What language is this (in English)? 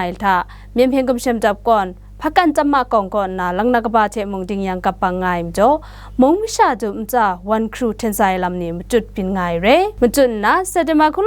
Kachin